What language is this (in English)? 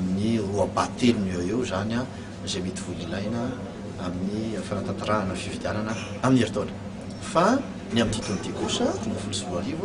Malagasy